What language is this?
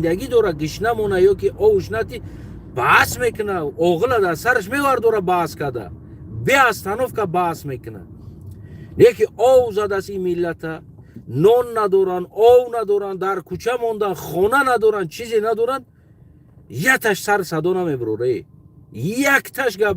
Tajik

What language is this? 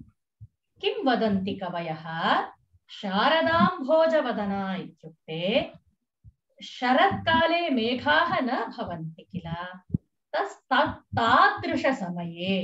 Sanskrit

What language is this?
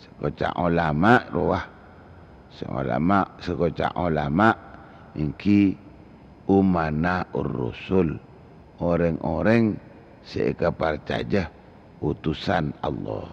Madurese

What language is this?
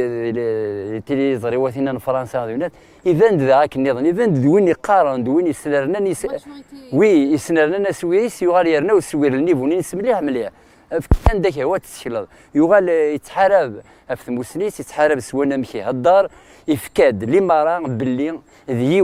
Kabyle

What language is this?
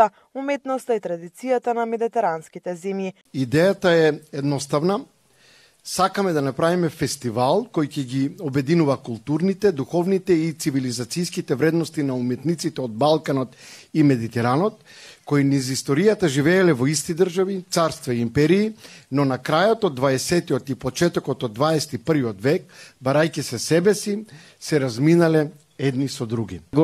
Macedonian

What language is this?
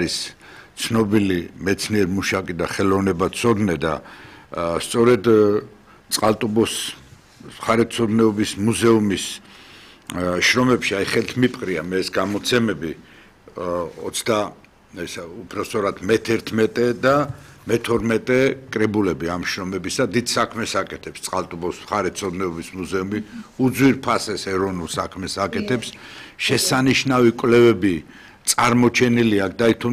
Georgian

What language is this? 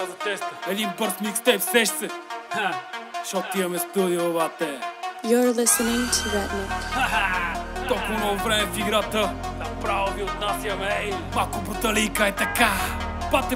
Bulgarian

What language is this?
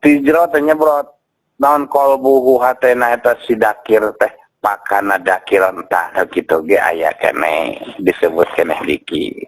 Sundanese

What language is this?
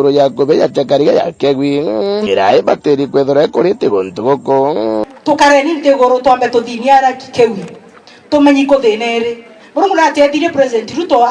Meru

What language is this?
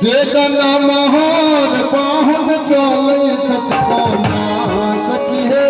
Maithili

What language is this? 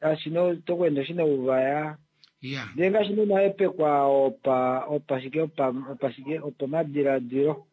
Kuanyama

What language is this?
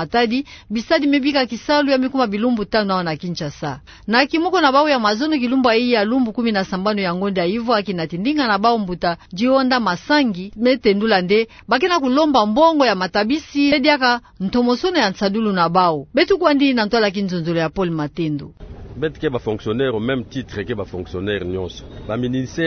Kituba (Democratic Republic of Congo)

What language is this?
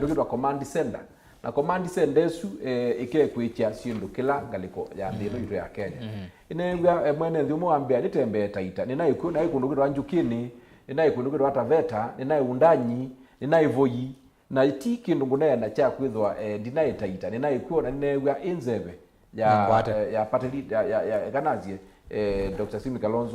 Kamba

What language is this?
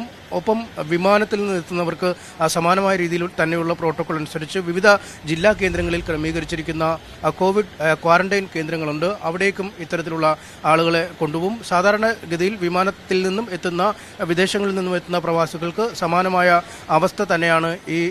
Malayalam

